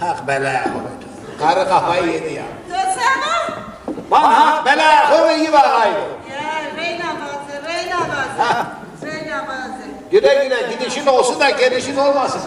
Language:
Zaza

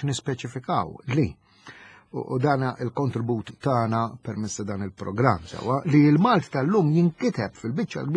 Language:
Maltese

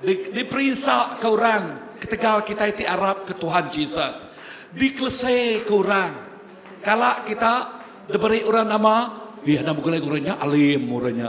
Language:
Iban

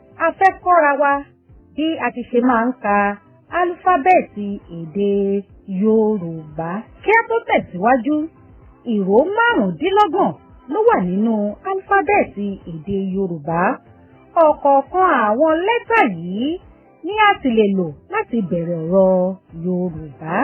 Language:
Yoruba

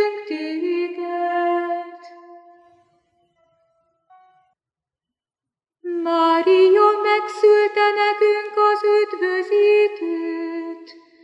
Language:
Hungarian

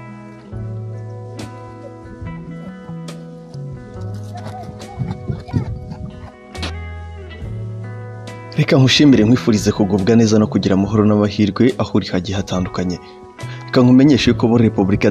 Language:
Kinyarwanda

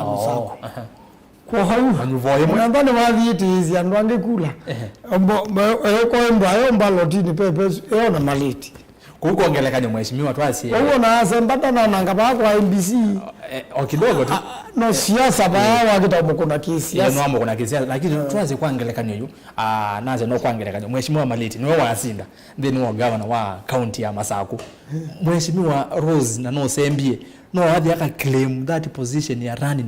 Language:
Kamba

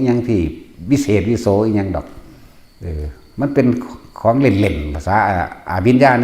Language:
Northeastern Thai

